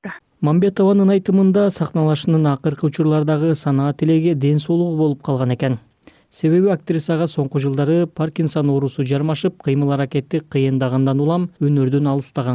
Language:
Kyrgyz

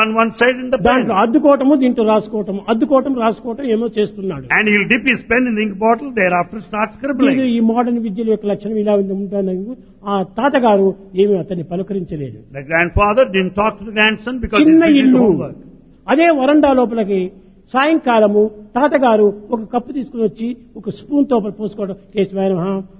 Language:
Telugu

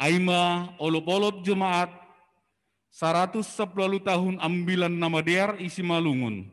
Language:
Batak Simalungun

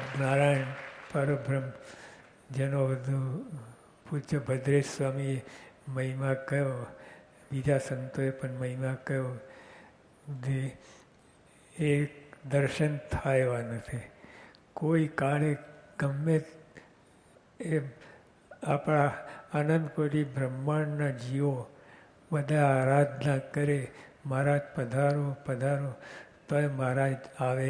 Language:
Gujarati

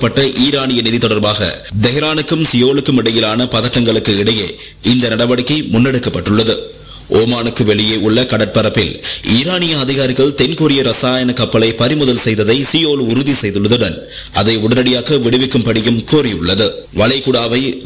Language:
Tamil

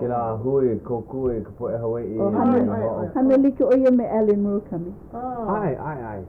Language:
Hawaiian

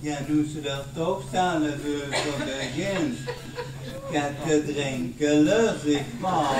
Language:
Limburgish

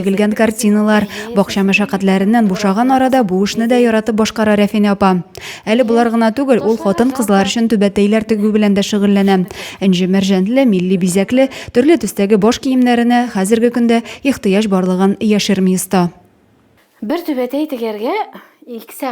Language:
Tatar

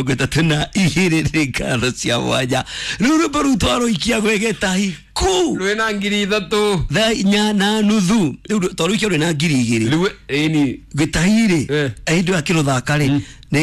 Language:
Kikuyu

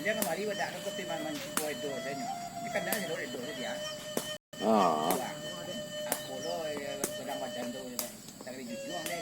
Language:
Minangkabau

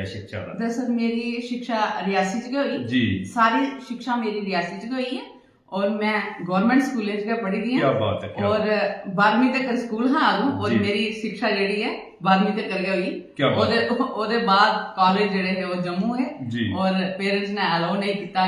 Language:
Dogri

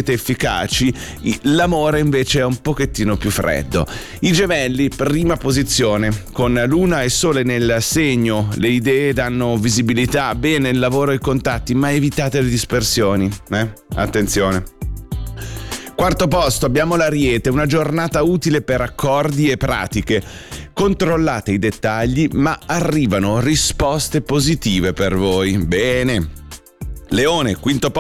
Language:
Italian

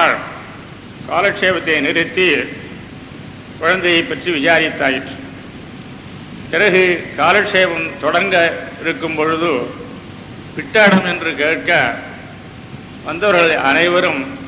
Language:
Tamil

